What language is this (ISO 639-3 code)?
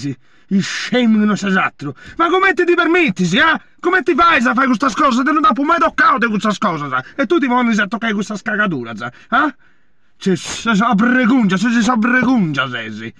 srd